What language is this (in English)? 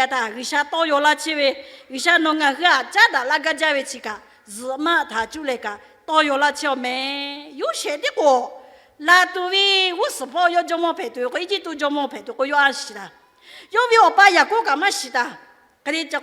Lahu